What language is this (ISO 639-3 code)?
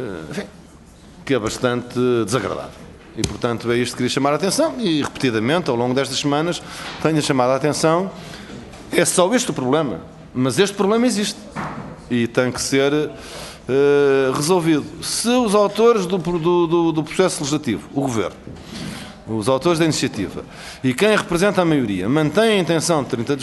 por